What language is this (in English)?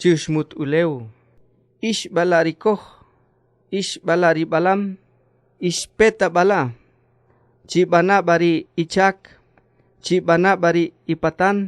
Achi